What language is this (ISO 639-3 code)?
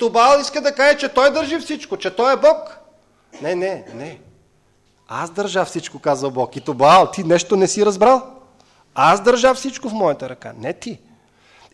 bul